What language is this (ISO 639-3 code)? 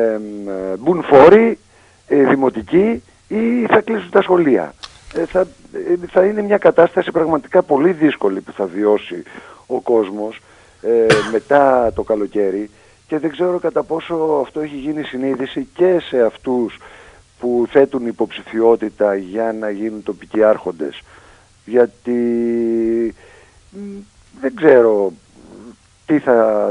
ell